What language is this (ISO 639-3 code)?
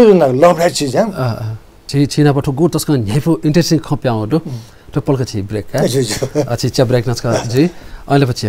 new